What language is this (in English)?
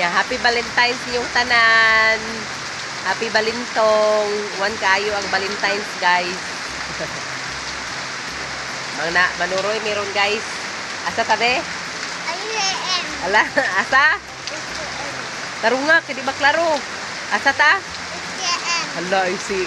Cebuano